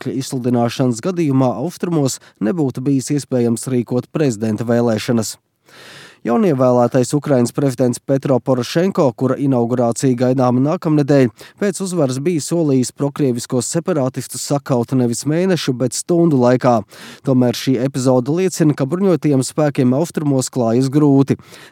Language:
Latvian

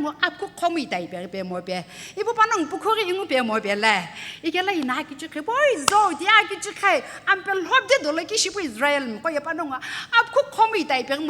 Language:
Sumi Naga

